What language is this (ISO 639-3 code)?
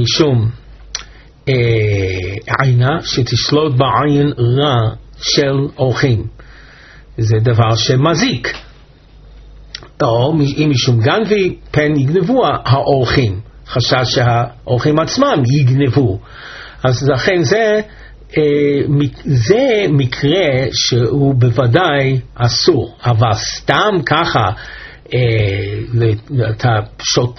heb